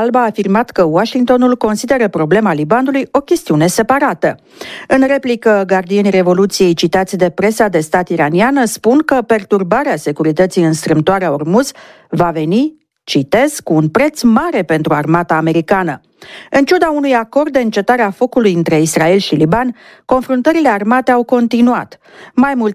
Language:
Romanian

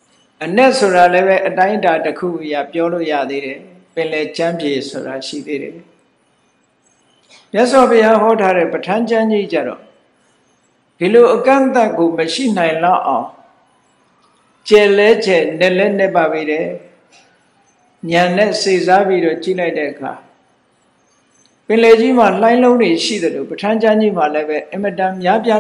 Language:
Burmese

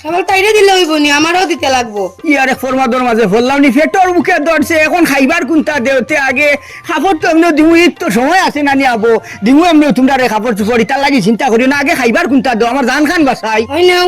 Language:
Sylheti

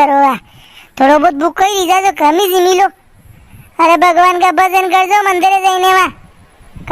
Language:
Rajasthani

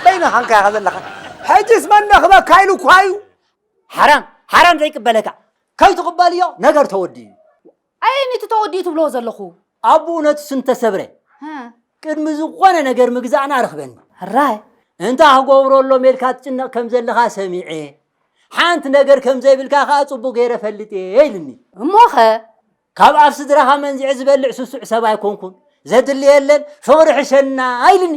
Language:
Tigrinya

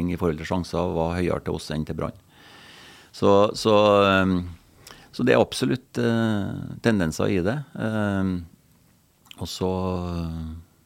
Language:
Norwegian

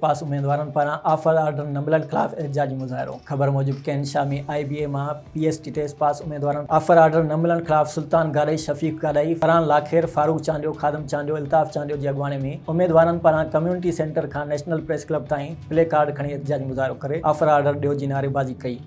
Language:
Sindhi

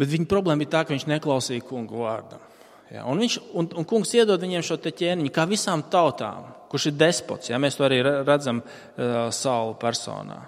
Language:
Latvian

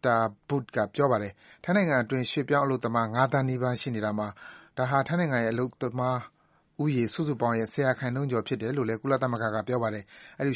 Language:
Burmese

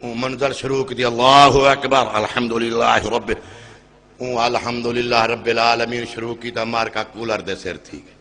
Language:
Saraiki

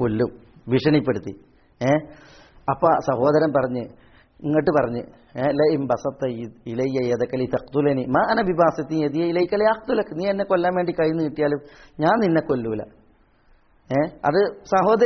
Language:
Malayalam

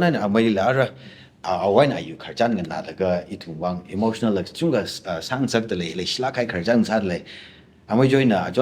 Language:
Tangkhul Naga (India)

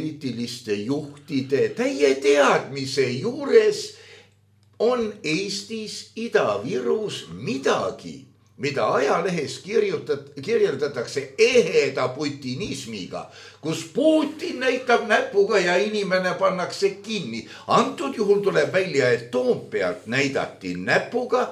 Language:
Estonian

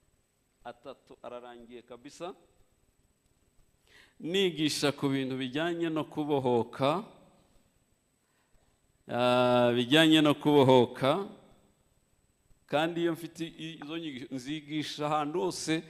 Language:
Kinyarwanda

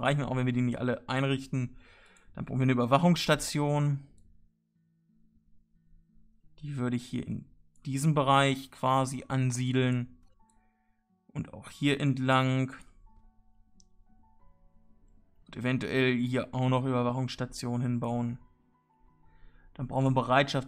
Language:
German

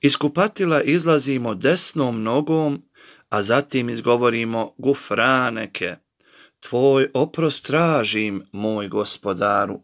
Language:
Bosnian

